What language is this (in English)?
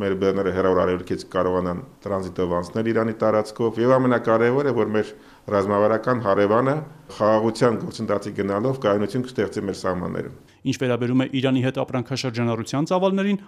Armenian